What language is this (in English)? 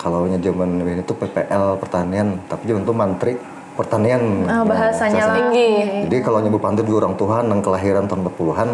Banjar